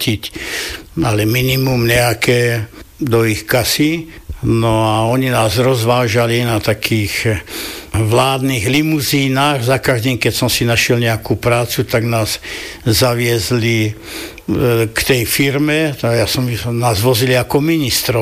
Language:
Slovak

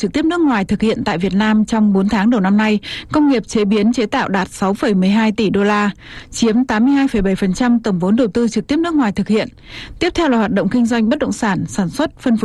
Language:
Vietnamese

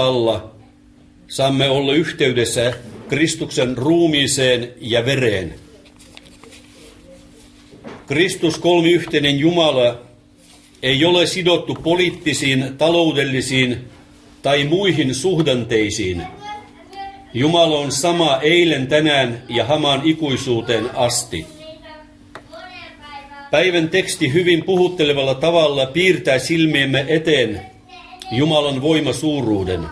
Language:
Finnish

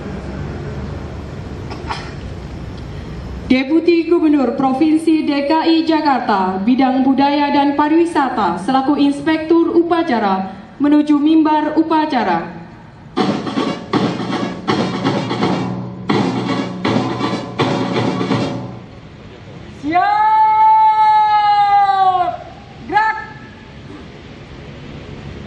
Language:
Indonesian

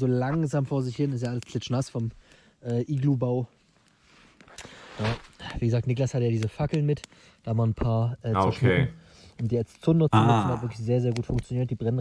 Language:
German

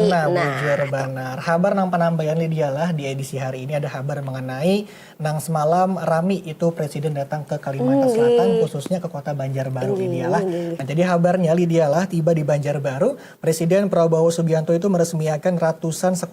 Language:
Banjar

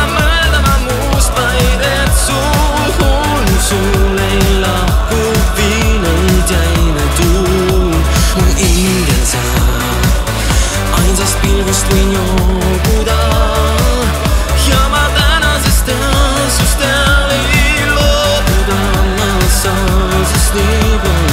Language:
Estonian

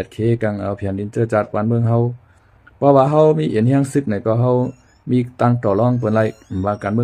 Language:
Shan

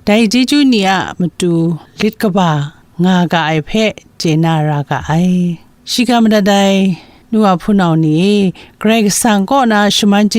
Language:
Kachin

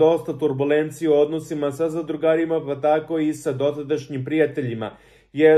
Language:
Serbian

